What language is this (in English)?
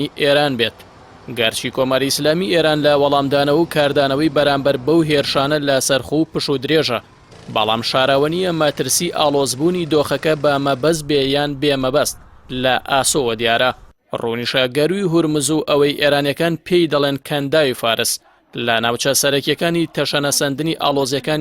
Central Kurdish